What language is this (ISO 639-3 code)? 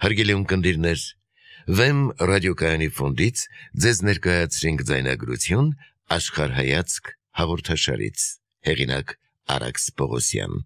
hye